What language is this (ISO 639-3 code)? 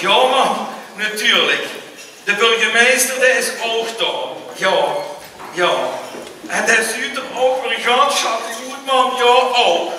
lim